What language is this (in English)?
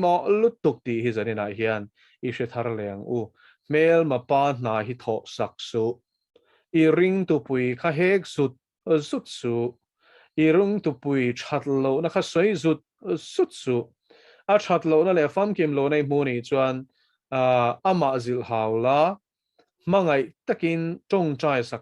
Mizo